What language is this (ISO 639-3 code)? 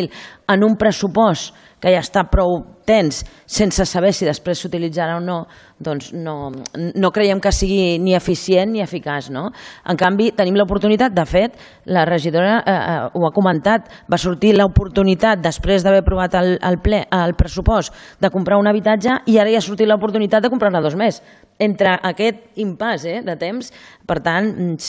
cat